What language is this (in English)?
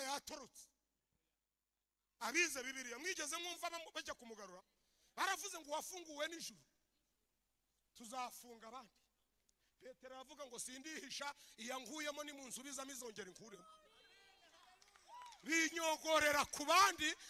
Kinyarwanda